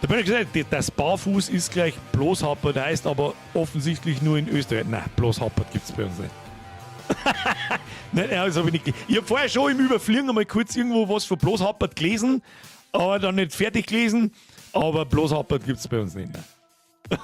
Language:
Bavarian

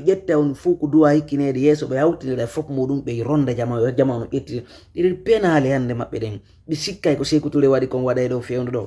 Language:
Fula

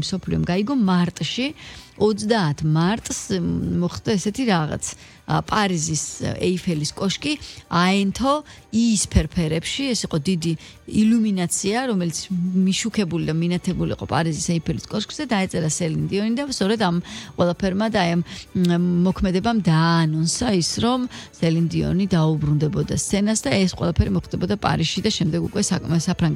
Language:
Georgian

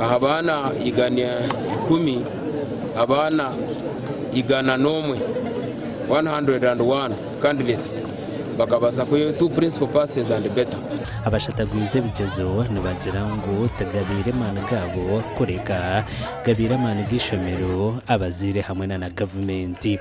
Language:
Nyankole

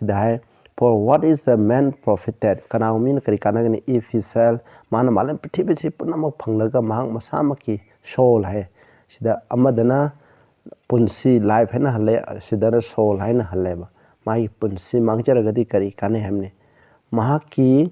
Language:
Manipuri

